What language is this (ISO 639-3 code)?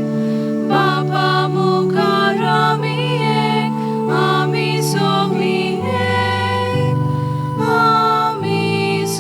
kok